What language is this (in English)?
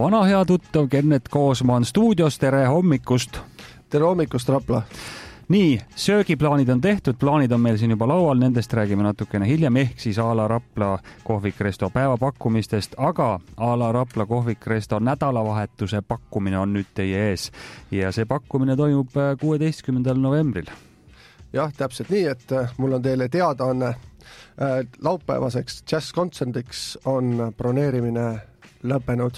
Estonian